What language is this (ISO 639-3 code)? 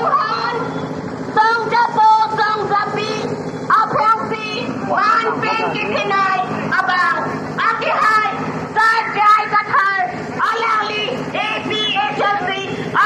mjw